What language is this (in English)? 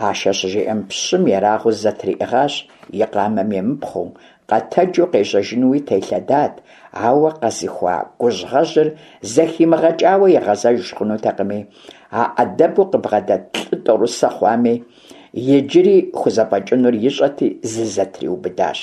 Kabardian